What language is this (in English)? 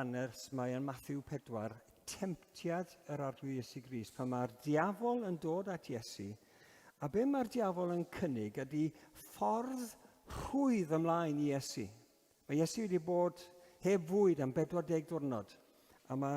Welsh